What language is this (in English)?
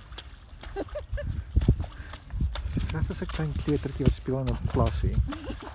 Afrikaans